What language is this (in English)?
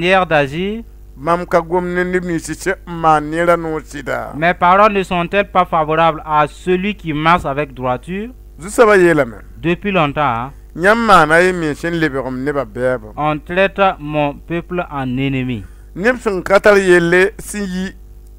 Mossi